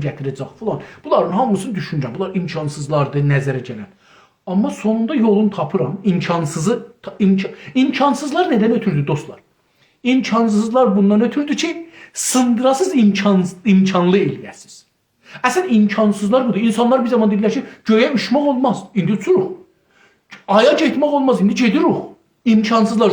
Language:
South Azerbaijani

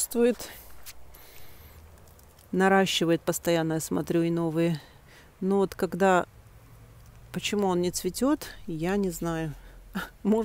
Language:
Russian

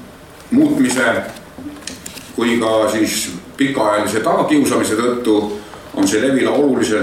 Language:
Estonian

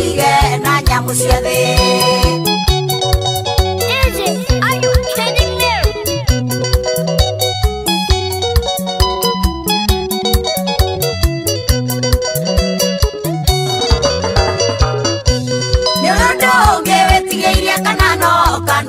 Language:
Kikuyu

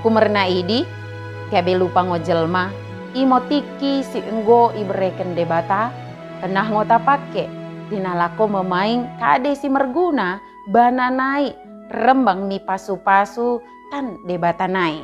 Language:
Batak Dairi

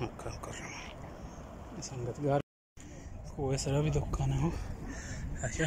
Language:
Baluchi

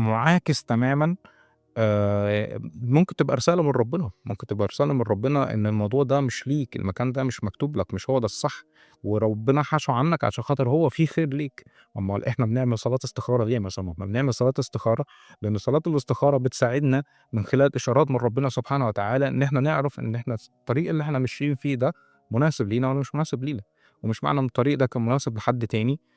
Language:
Egyptian Arabic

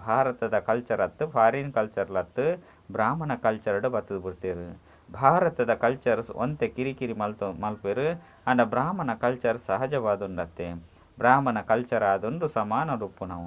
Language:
Tulu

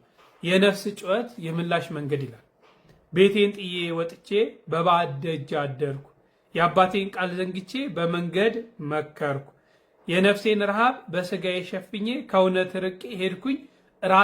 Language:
Amharic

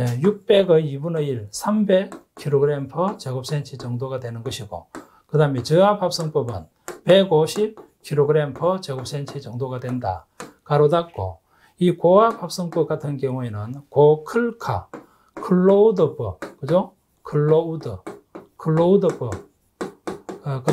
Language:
Korean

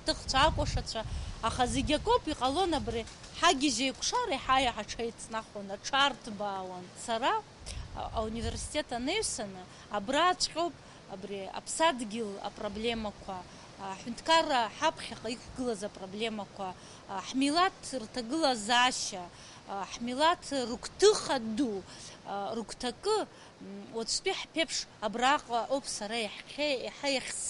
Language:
Abkhazian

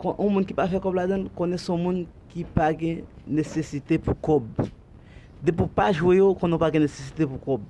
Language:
Haitian Creole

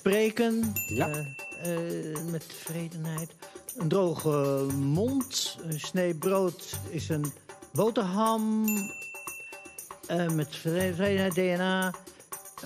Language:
Dutch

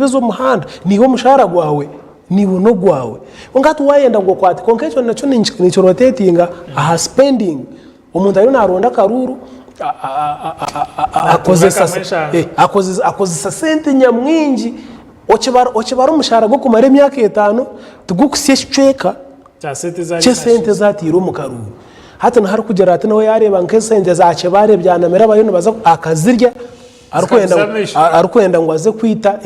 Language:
Nyankole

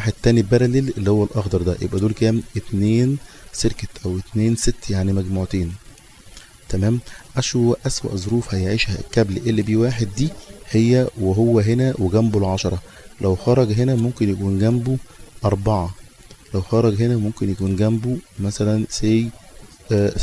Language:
Egyptian Arabic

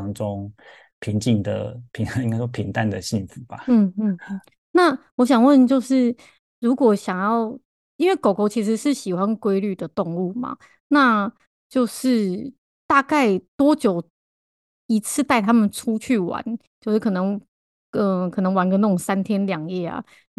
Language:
Chinese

